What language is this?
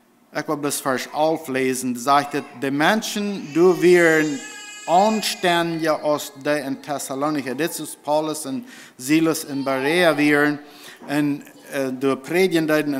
Plautdietsch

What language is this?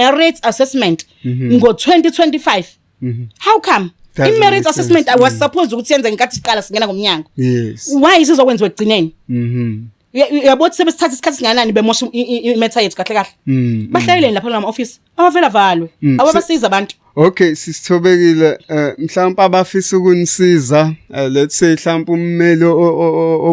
Zulu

